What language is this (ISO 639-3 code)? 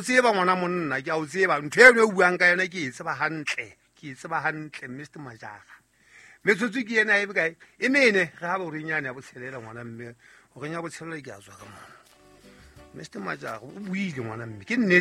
sot